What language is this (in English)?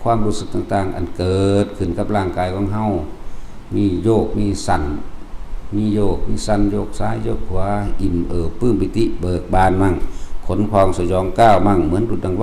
Northeastern Thai